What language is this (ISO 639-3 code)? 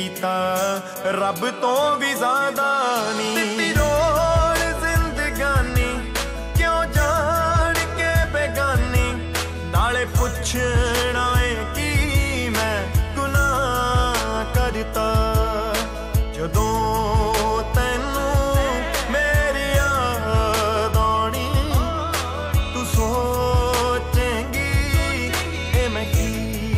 pan